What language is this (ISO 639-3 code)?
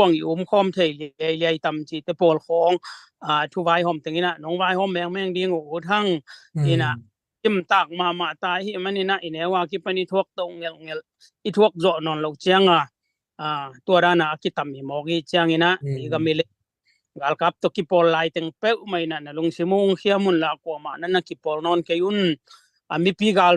ctd